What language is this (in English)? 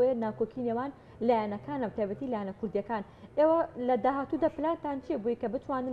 Central Kurdish